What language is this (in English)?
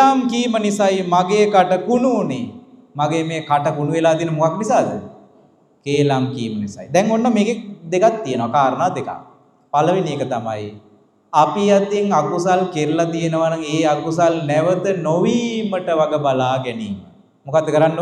Sinhala